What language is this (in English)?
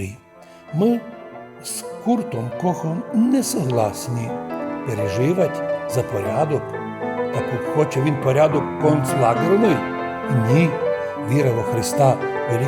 Rusyn